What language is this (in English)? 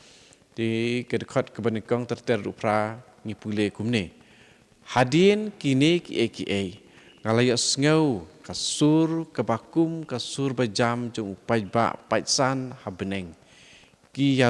Khasi